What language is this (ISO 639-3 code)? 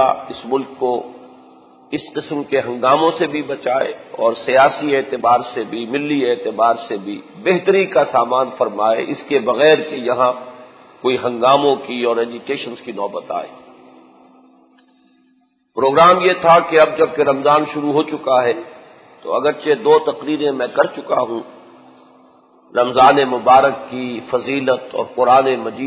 urd